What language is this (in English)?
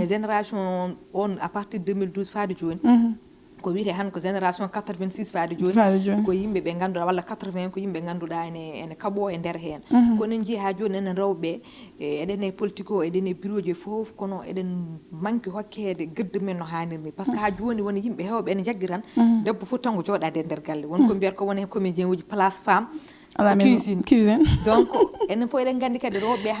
Fula